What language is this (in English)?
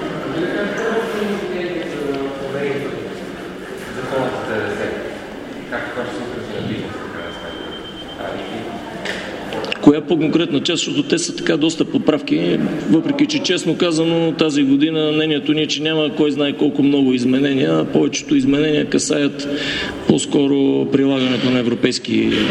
Bulgarian